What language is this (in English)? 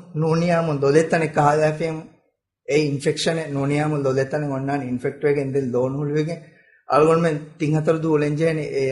Divehi